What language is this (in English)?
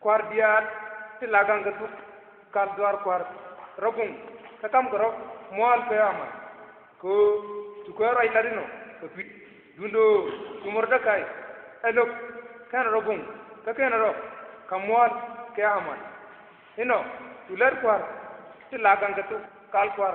Nuer